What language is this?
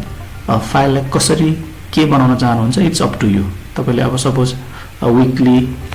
Nepali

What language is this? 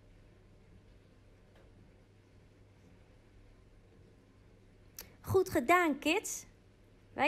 Dutch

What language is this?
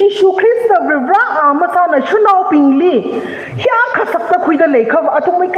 Tangkhul Naga (India)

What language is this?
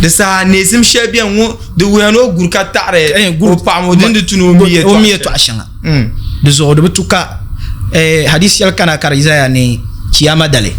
Dagbani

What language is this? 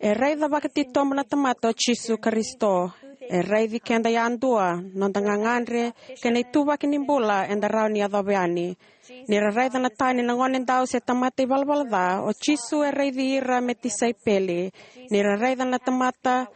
Fijian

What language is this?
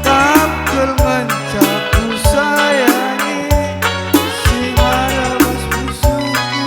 Batak Karo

